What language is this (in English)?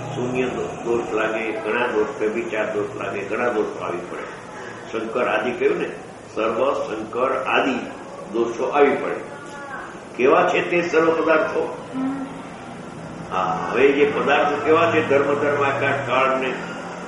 Gujarati